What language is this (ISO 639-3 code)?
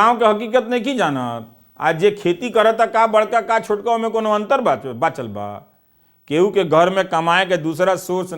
bho